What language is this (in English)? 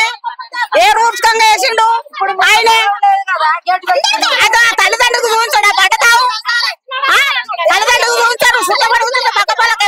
Telugu